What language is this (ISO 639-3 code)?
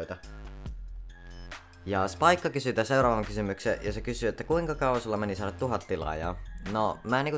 fin